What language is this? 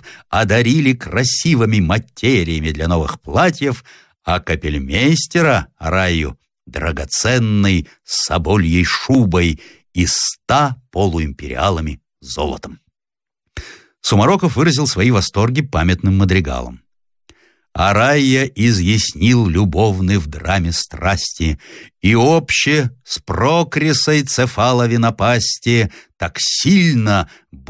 Russian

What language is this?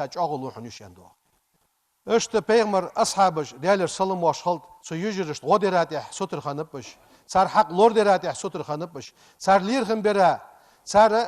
Ingush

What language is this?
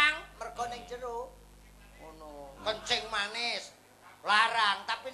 Javanese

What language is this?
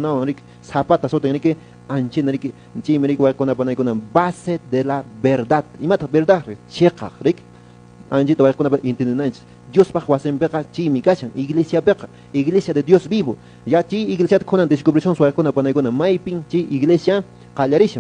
Quechua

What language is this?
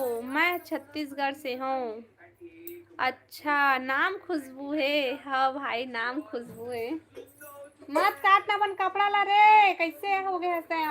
Chhattisgarhi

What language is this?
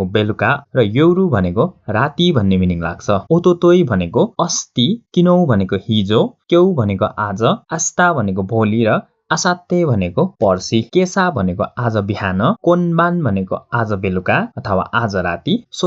Nepali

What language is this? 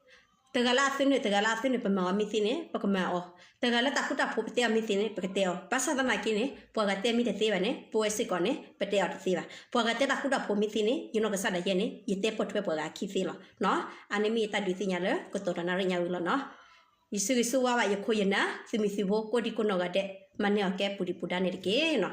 S'gaw Karen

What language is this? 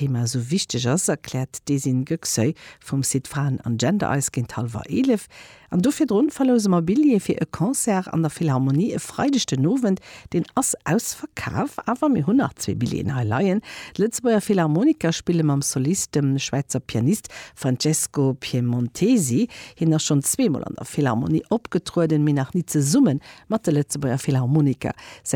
Luxembourgish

